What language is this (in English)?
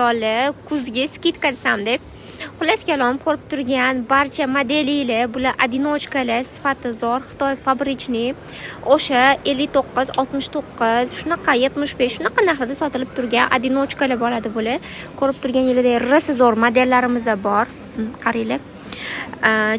Uzbek